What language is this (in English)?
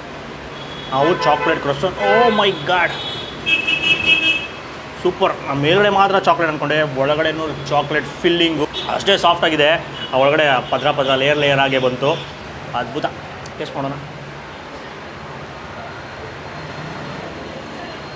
Kannada